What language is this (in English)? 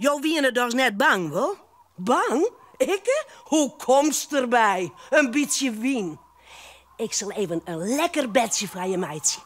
Western Frisian